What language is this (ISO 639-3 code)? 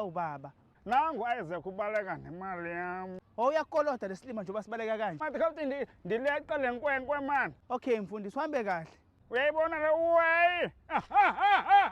zul